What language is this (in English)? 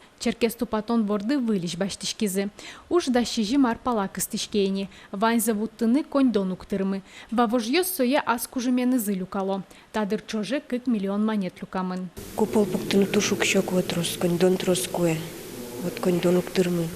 Udmurt